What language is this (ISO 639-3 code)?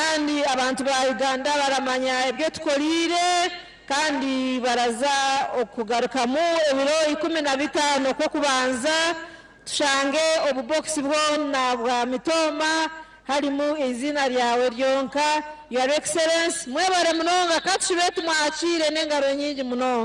nyn